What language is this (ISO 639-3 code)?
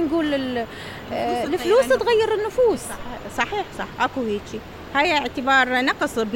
acm